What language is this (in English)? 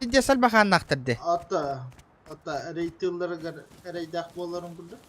Yakut